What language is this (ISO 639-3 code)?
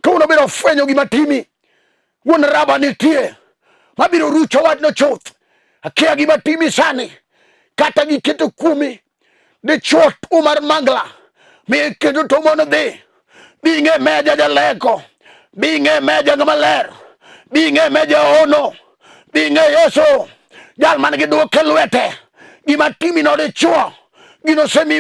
luo